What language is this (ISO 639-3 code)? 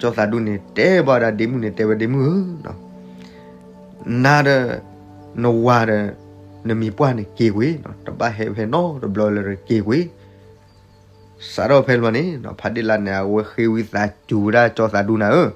ksw